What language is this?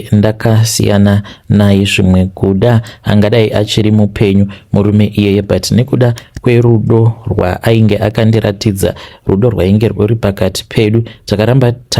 Shona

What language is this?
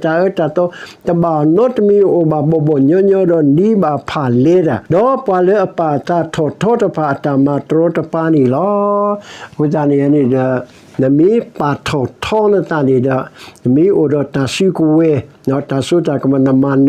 S'gaw Karen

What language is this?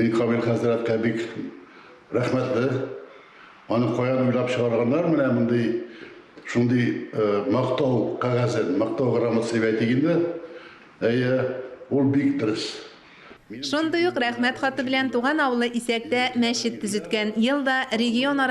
Tatar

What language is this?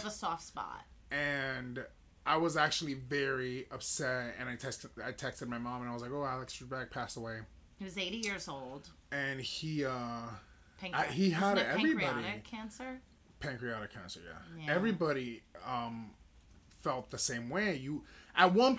English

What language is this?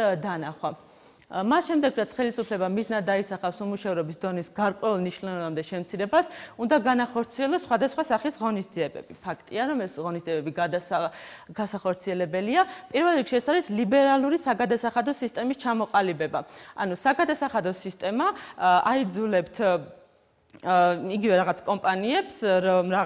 Georgian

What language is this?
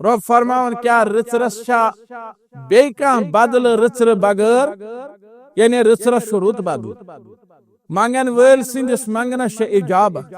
Kashmiri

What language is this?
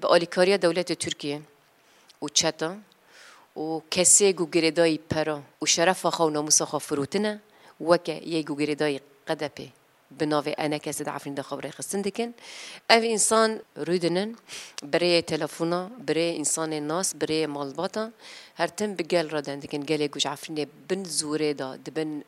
Kurdish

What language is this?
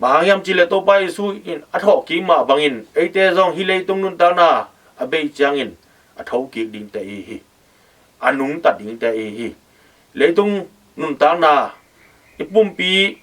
Tedim Chin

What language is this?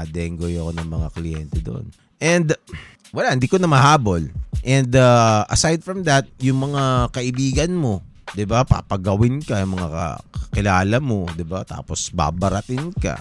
Filipino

